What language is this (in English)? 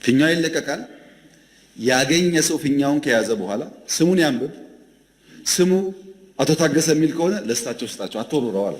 Amharic